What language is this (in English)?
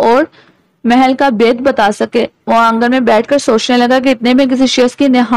Urdu